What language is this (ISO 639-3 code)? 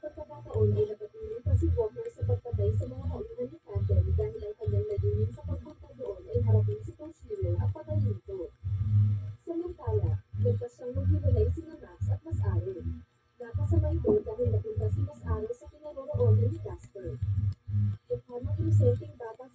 fil